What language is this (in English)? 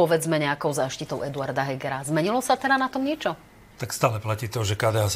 Slovak